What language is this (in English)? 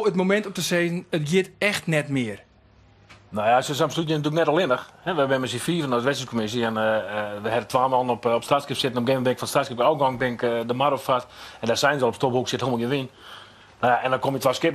Western Frisian